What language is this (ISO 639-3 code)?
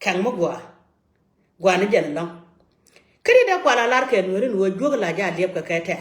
nus